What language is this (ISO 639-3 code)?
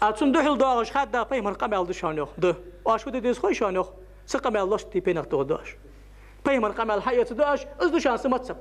inh